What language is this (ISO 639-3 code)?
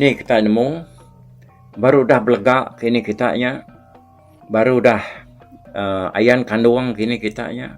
iba